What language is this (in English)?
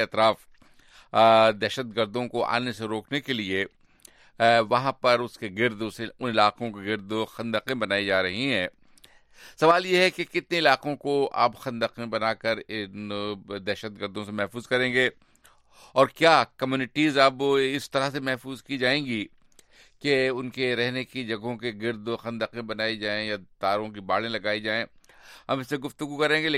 Urdu